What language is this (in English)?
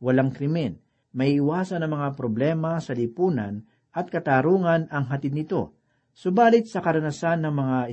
Filipino